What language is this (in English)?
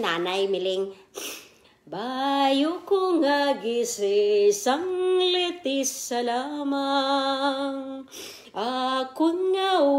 Kinaray-a